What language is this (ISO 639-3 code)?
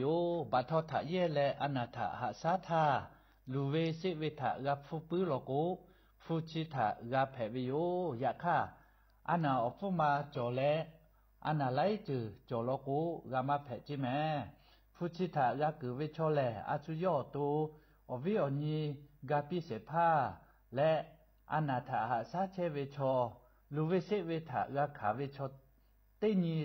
lhu